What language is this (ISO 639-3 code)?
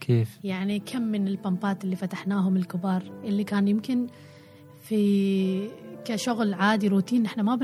afb